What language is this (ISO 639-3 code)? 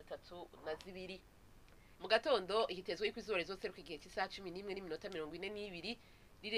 run